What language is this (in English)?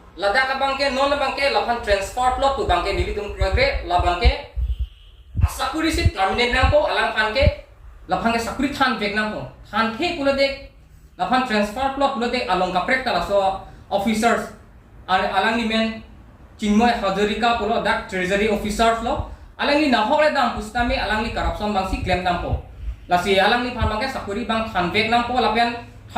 Karbi